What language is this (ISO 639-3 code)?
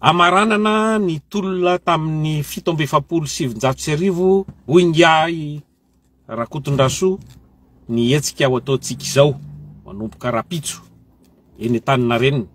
mlg